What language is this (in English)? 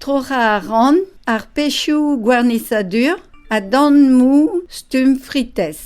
Breton